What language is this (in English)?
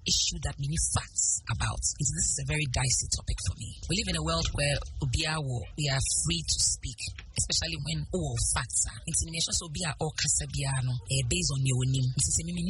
Akan